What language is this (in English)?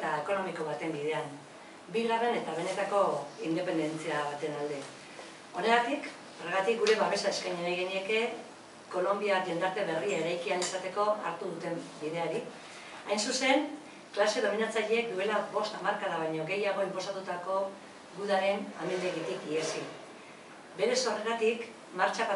Basque